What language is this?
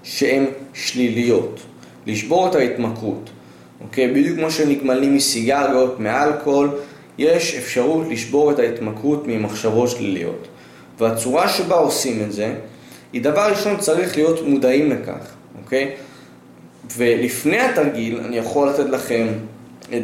Hebrew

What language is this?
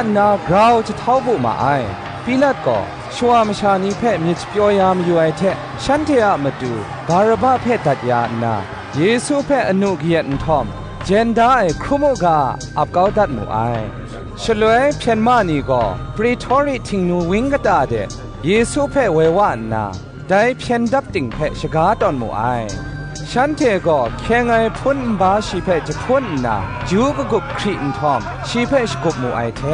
Kachin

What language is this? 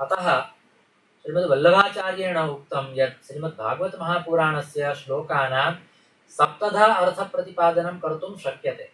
Sanskrit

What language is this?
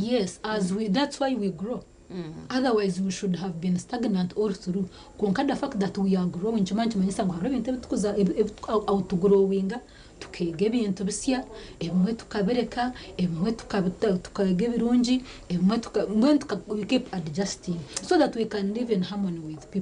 Nyankole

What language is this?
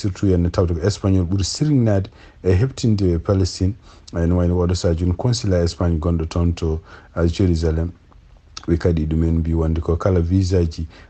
Fula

